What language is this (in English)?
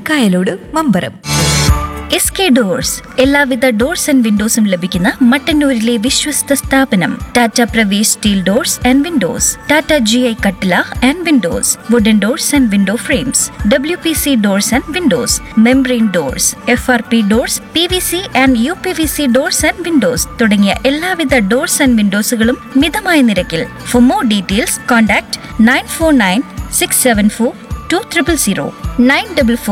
Malayalam